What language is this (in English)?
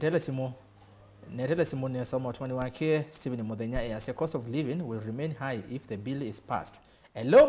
Kamba